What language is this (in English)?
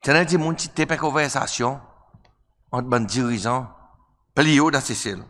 Seselwa Creole French